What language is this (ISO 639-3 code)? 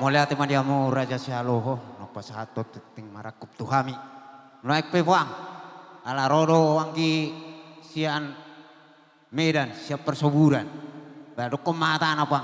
bbc